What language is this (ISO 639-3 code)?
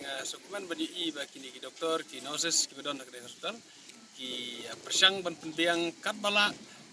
kha